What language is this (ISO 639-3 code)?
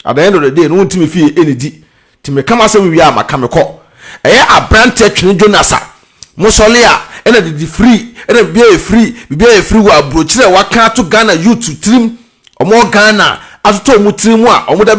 aka